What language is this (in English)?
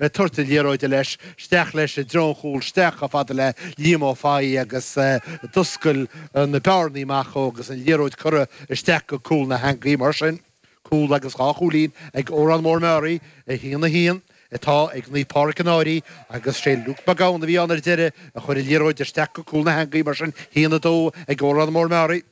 Irish